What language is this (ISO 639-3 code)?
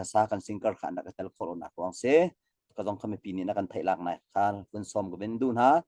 cnh